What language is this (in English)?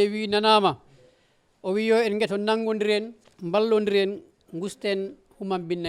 Fula